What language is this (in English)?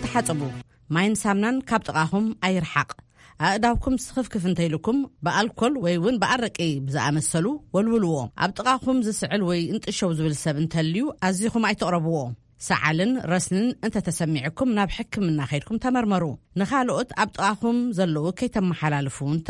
Tigrinya